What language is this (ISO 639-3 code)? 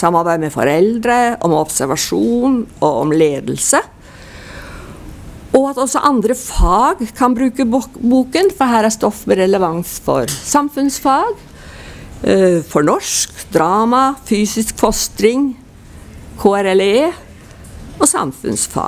nor